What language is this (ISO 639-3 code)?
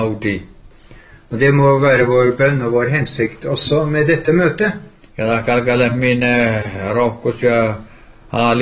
nor